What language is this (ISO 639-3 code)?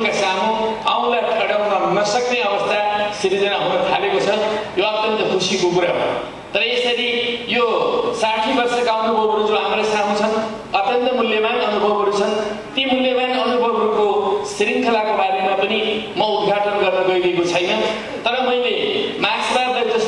nep